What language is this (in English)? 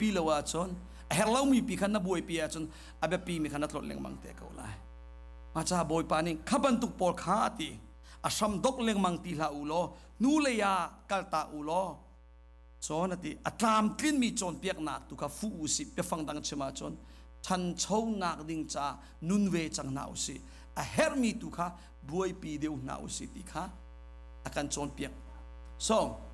Hakha Chin